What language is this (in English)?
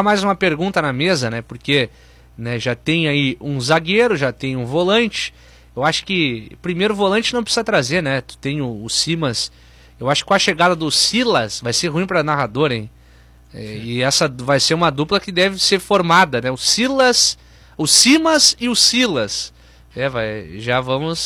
Portuguese